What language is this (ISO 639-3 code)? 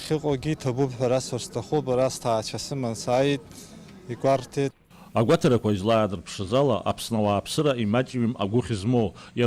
abk